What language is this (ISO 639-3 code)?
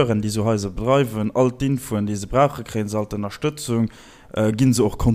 ltz